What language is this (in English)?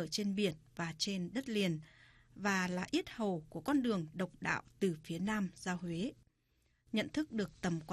Vietnamese